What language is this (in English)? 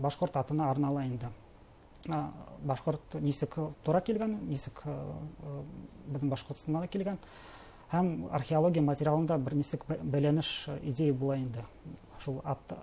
Bashkir